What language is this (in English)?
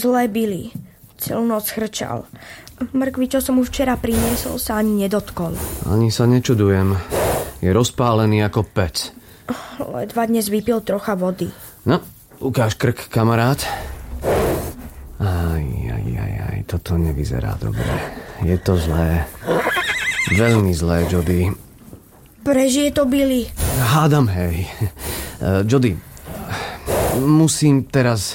Slovak